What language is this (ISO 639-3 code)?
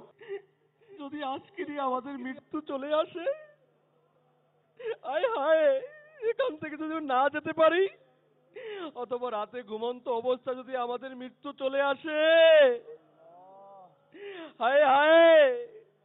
ben